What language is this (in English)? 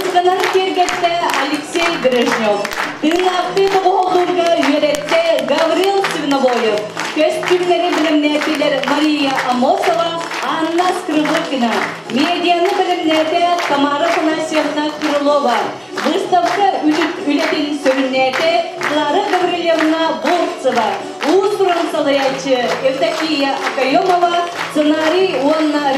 Yakut